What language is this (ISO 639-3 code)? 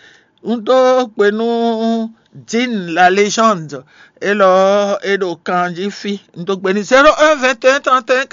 fon